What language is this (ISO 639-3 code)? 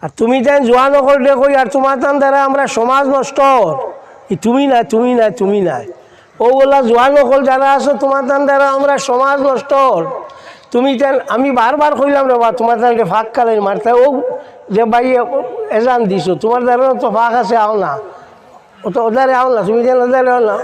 syl